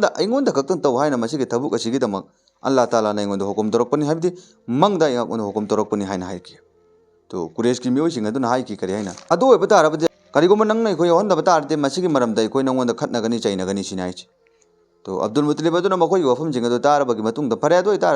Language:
Manipuri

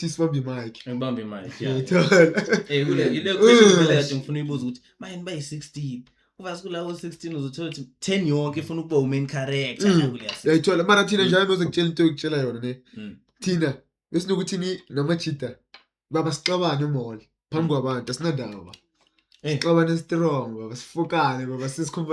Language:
Zulu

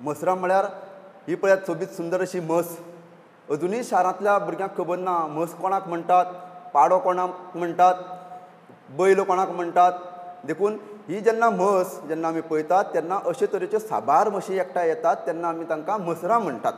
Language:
Konkani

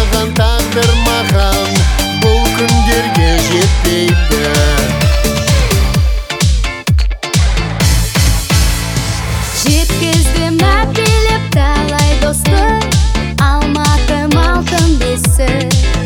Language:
Kazakh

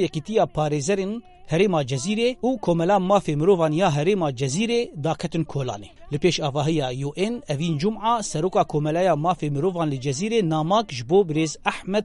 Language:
Kurdish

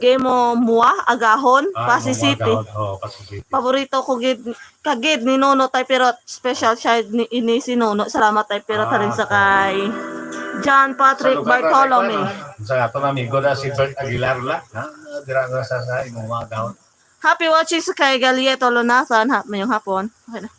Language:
Hiligaynon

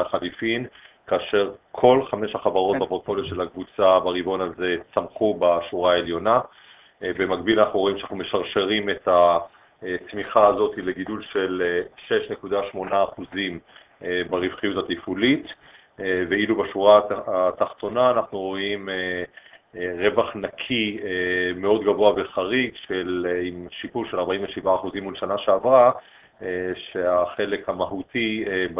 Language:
Hebrew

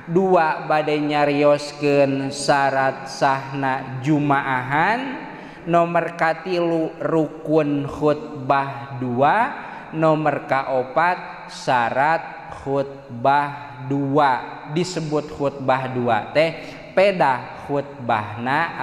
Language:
Sundanese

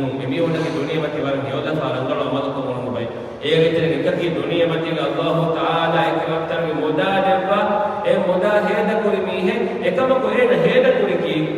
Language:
Divehi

